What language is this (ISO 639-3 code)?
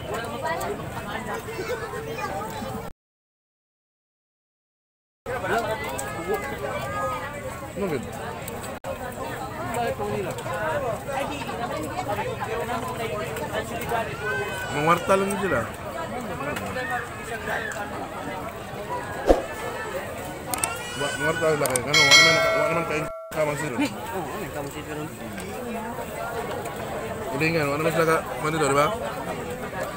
fil